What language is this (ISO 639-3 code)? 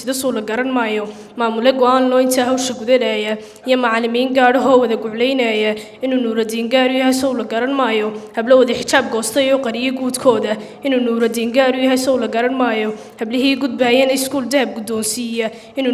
som